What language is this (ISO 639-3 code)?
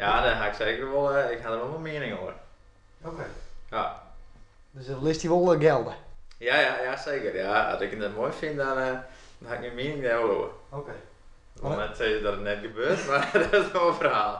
fry